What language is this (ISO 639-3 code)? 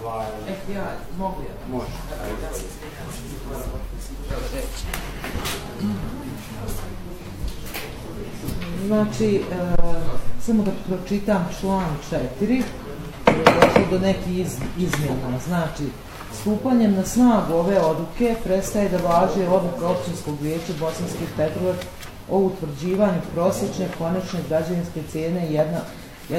bos